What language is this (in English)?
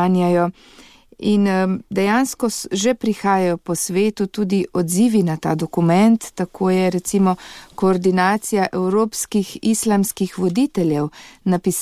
Slovenian